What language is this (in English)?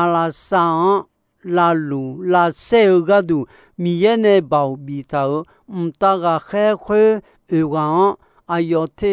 Akha